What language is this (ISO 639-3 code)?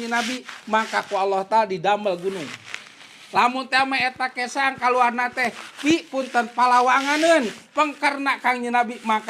sun